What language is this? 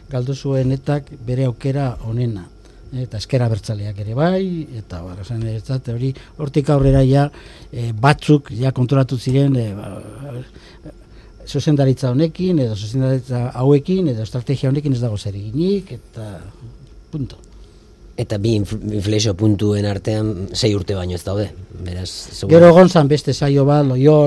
Basque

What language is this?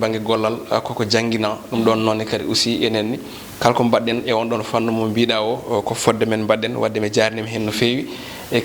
Fula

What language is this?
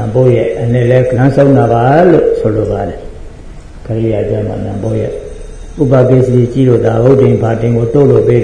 Burmese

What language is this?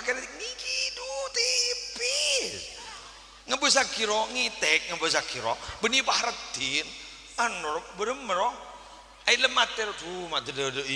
Madurese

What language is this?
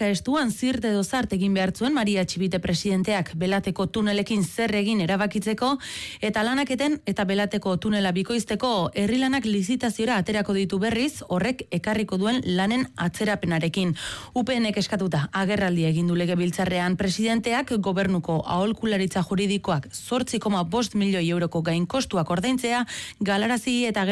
Basque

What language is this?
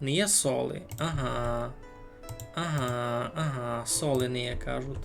Rusyn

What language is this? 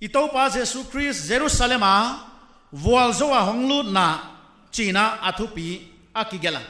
Paite Chin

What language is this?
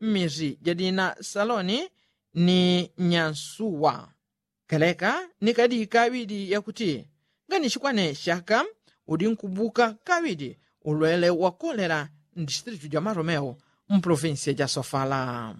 Yao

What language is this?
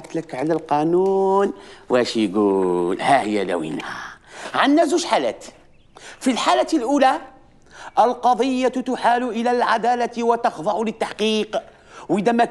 Algerian Arabic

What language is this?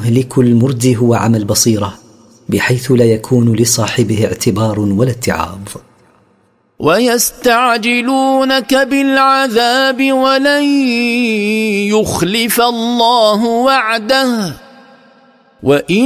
Arabic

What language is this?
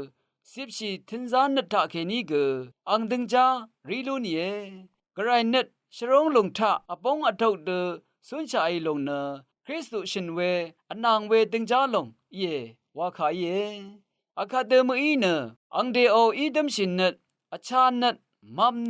Rawang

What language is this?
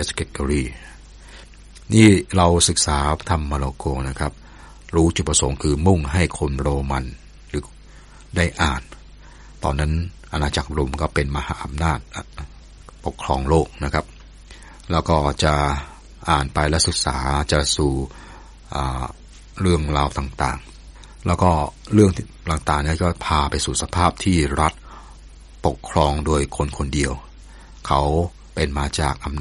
Thai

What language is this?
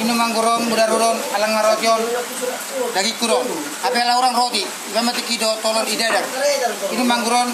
Batak Toba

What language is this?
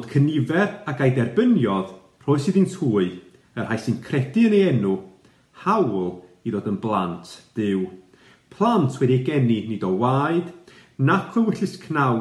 Welsh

